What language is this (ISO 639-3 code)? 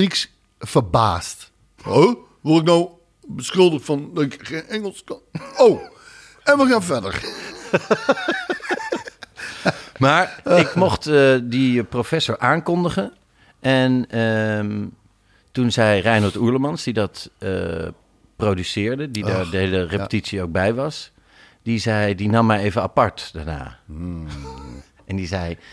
nld